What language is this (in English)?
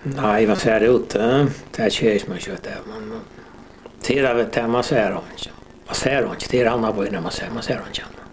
Faroese